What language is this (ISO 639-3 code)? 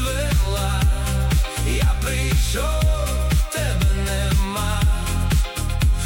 ukr